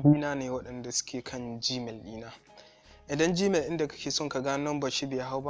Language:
Hausa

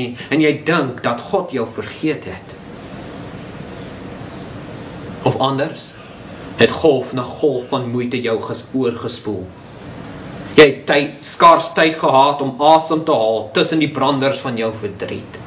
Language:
Afrikaans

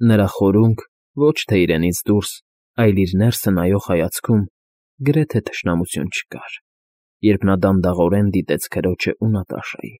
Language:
Armenian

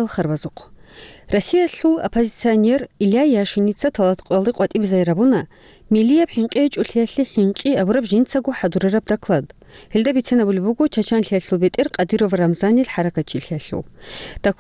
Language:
Avaric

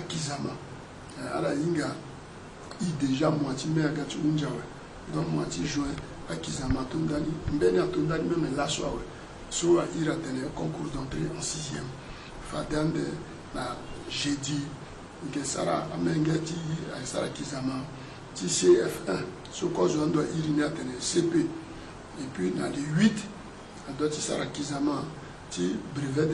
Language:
Sango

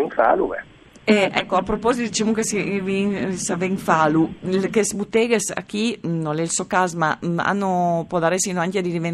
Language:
Friulian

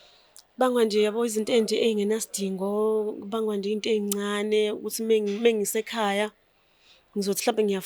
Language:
Zulu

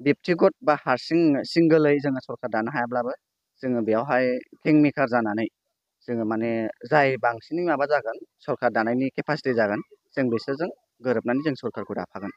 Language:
Bodo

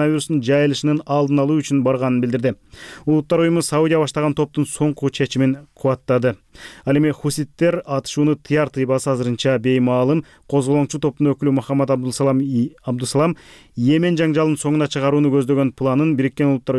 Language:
Kyrgyz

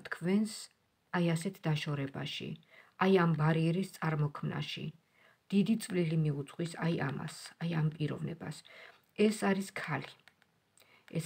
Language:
Georgian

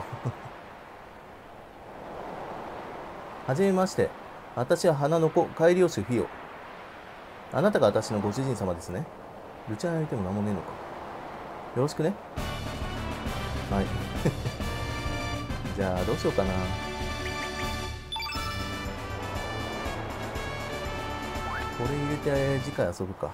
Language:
Japanese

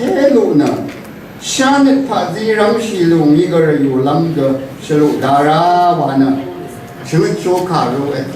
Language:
Rawang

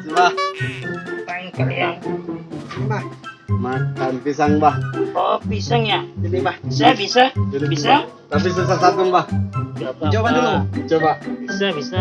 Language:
Makassar Malay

